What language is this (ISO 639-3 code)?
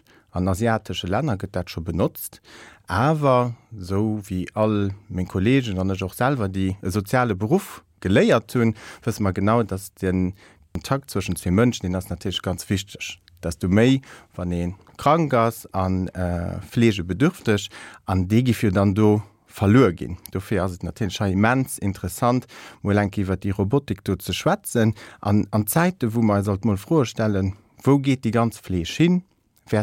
ltz